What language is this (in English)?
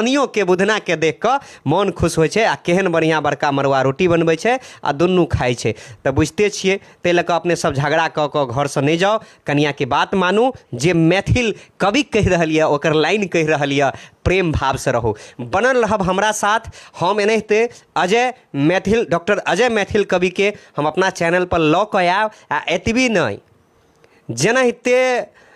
Maithili